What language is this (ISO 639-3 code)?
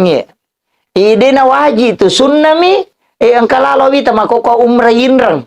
bug